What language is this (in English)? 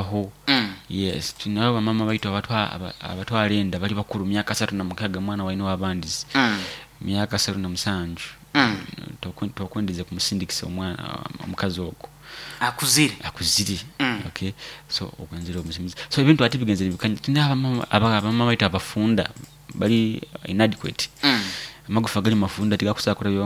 Nyoro